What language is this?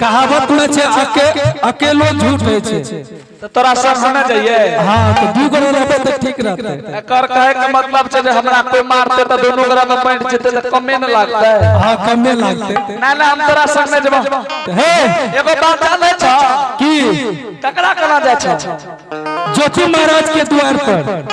Angika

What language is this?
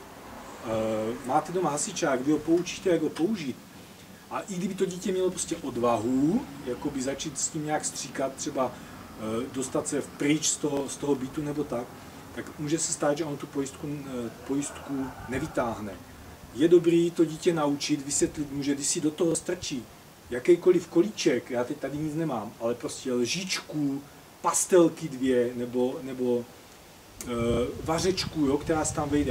Czech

